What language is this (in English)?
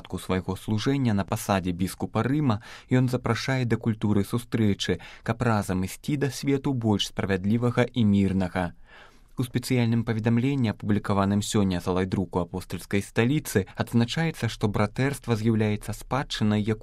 Belarusian